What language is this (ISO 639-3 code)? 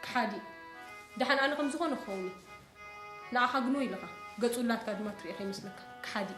tir